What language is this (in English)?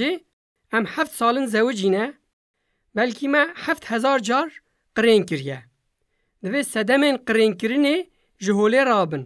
Kurdish